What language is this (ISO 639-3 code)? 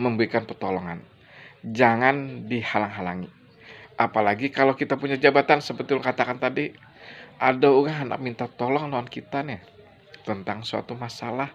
bjn